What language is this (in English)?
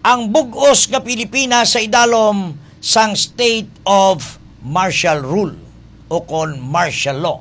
Hiligaynon